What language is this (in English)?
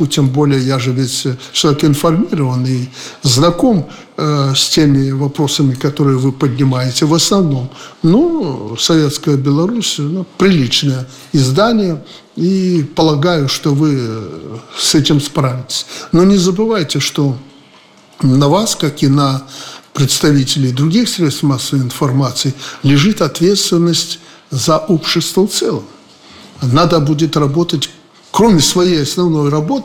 Russian